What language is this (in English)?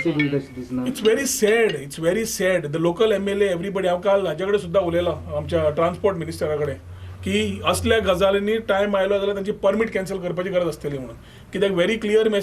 Konkani